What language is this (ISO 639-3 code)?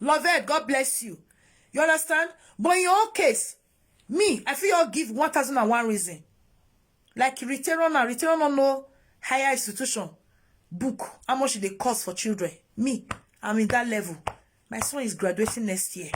pcm